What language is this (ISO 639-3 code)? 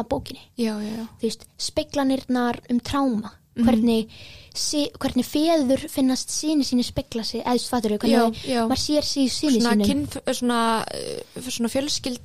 isl